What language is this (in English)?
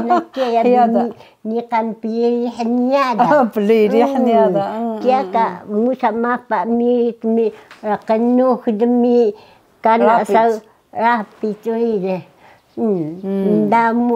Taroko